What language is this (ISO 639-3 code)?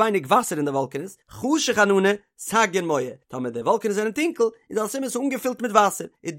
yid